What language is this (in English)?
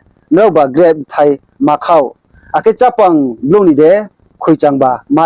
Riang (India)